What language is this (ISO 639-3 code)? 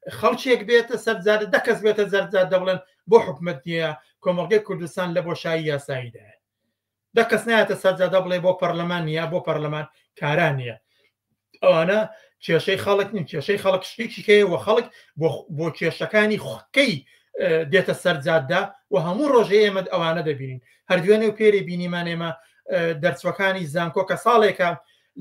ckb